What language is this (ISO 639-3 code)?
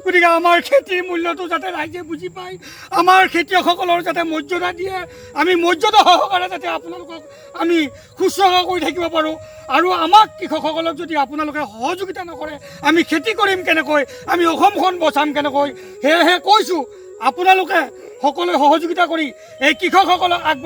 asm